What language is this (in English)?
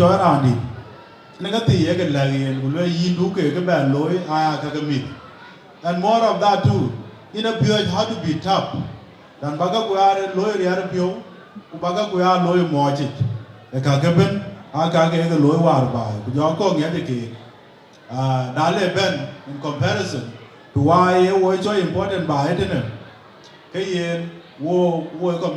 Dinka